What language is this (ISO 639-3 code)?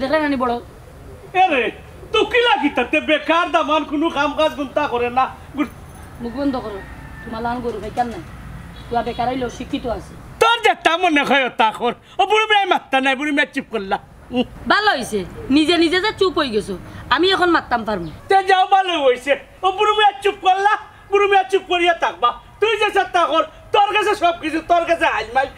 syl